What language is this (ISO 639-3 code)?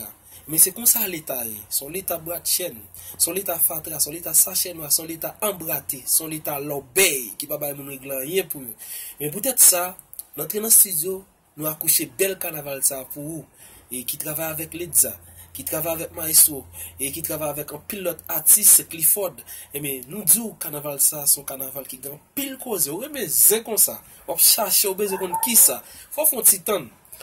hat